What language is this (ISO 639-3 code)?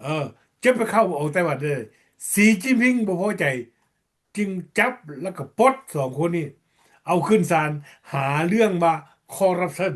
lao